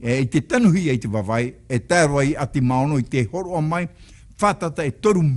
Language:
Tahitian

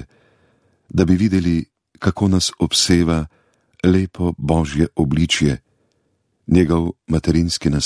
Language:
Slovenian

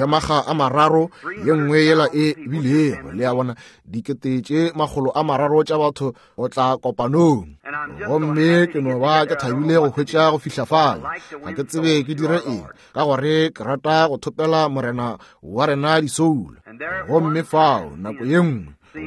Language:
Northern Sotho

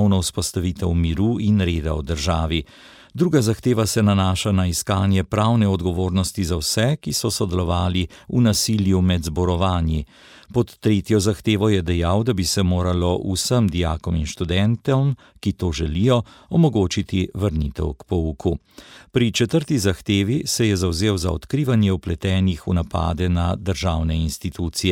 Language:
Slovenian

